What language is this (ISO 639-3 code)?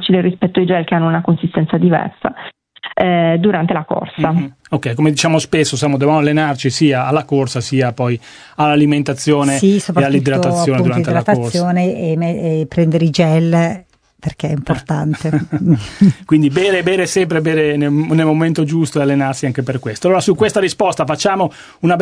ita